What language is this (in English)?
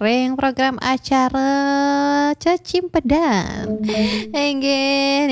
Balinese